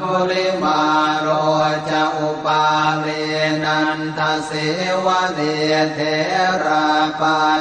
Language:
Pali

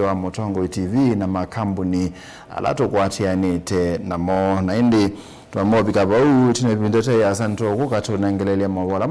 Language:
Kamba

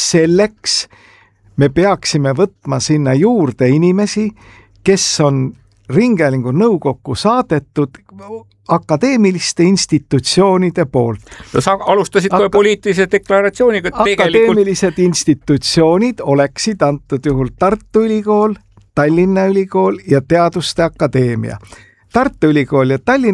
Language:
Estonian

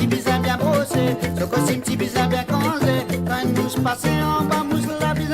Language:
Morisyen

